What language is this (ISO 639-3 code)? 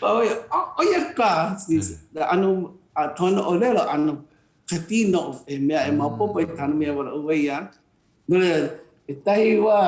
haw